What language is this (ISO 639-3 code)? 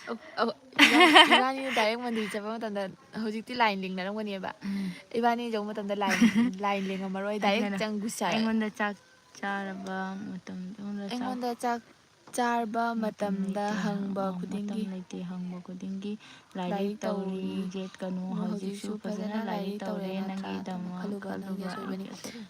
mni